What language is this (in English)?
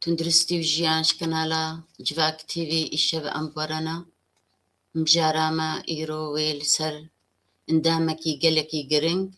Kurdish